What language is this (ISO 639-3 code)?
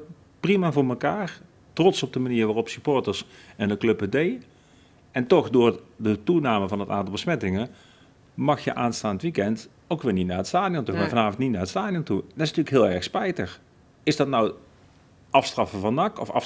nld